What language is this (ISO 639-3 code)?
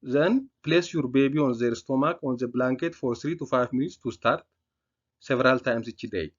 eng